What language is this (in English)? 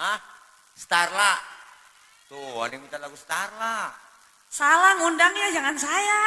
Betawi